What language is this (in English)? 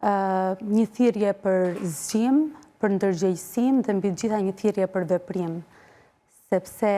Albanian